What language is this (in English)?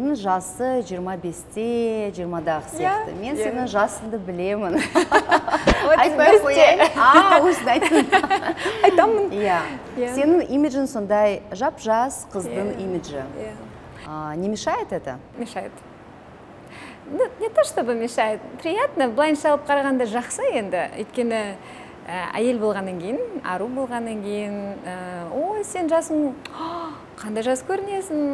Kazakh